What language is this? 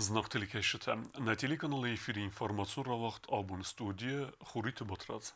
Ossetic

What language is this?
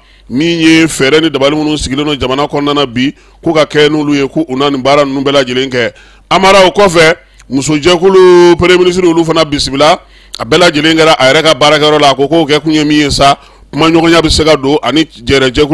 Bambara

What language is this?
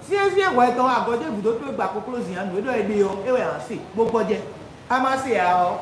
Fon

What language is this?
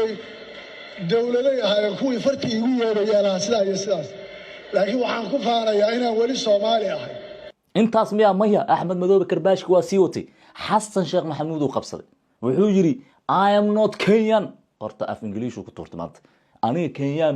Somali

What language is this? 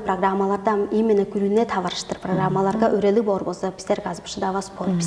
Tuvinian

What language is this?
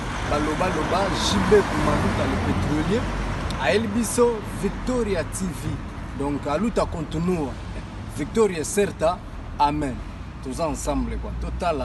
Lingala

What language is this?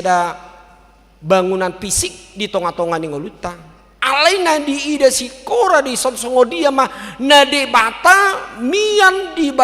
Batak Toba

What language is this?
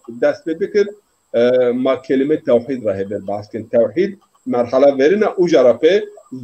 Zaza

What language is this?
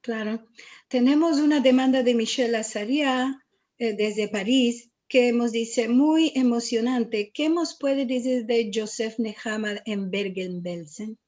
Ladino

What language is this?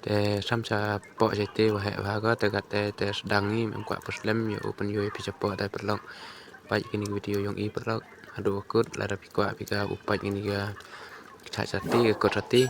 Khasi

